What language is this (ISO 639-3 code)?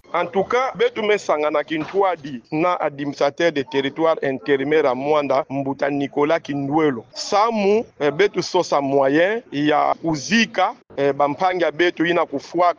ktu